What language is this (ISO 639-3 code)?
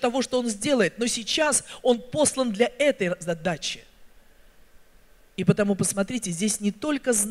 rus